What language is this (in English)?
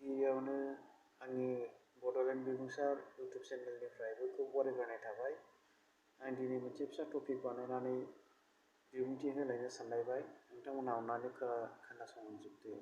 Bodo